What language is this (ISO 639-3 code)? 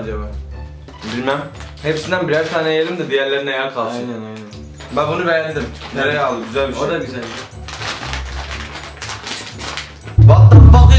tur